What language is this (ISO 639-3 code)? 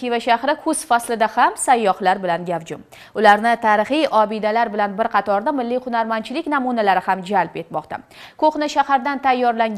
uzb